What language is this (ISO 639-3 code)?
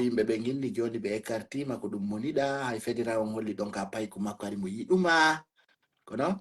fuf